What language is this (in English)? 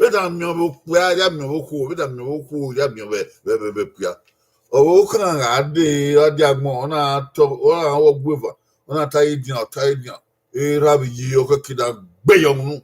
Bini